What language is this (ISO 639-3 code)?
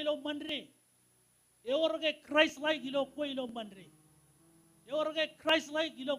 mah